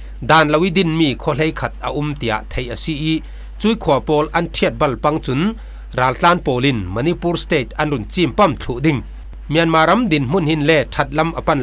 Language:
Falam Chin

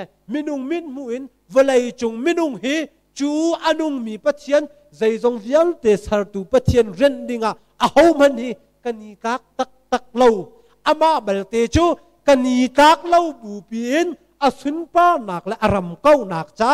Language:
Hakha Chin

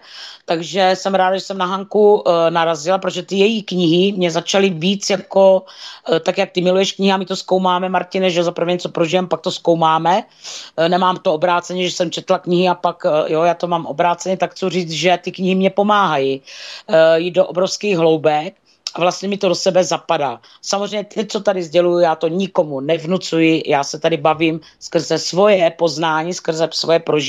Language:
Czech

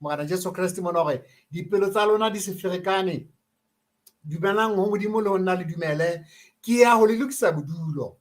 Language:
Southern Sotho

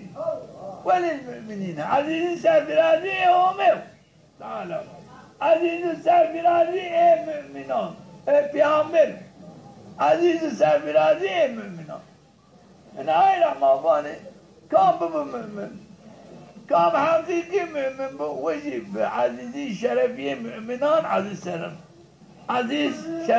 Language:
Zaza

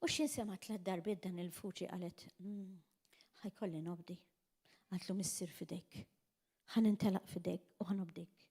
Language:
Maltese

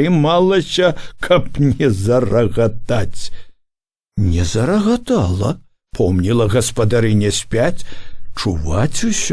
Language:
Belarusian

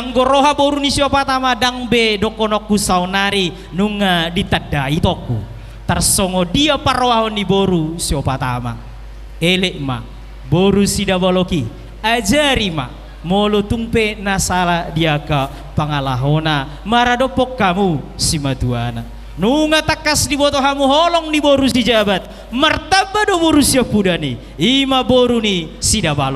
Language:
Batak Toba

